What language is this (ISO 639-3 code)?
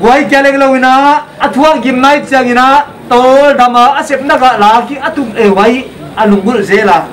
pck